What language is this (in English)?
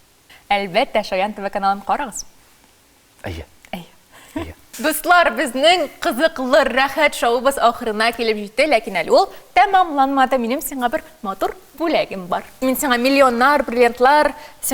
Tatar